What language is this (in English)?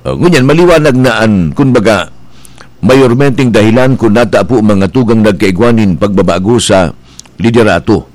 Bikol